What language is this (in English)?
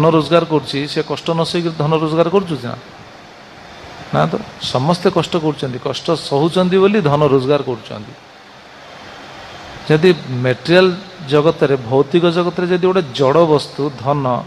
Odia